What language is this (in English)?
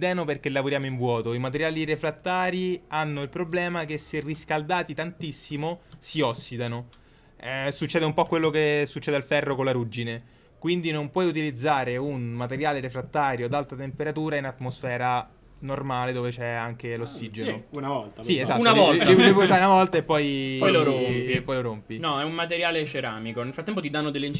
Italian